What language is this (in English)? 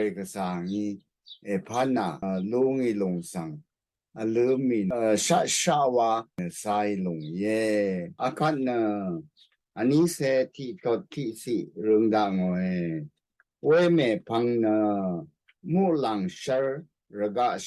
Rawang